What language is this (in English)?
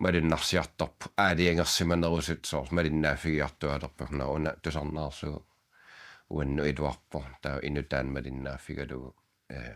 Kalaallisut